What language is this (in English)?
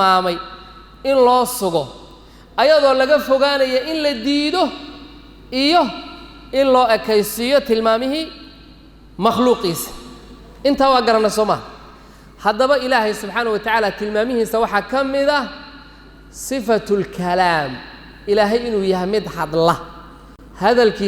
Somali